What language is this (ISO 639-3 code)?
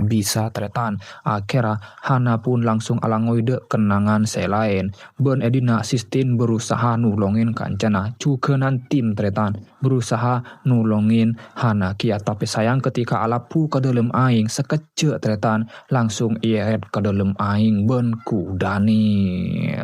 mad